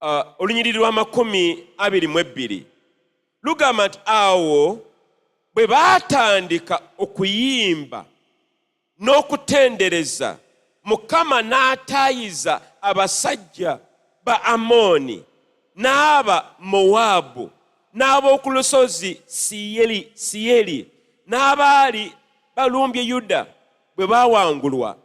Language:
Ganda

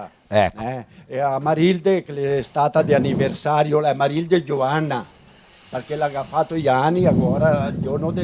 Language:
Venetian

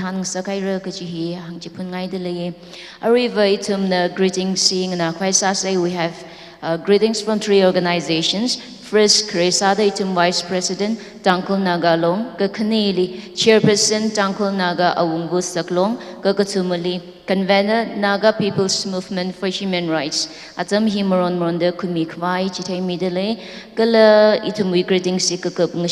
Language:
Tangkhul Naga (India)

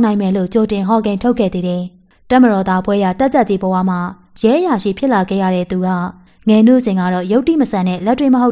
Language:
Burmese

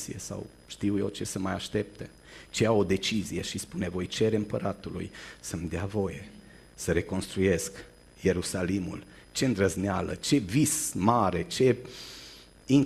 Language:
Romanian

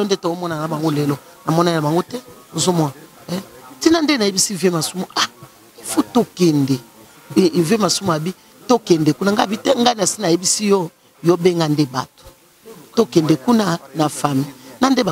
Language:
Lingala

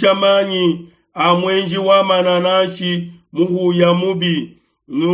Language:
Luba-Lulua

